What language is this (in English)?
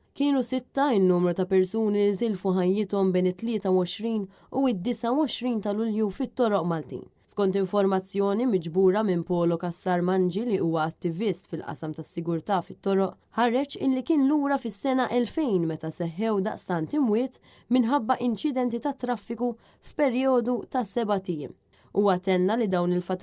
Maltese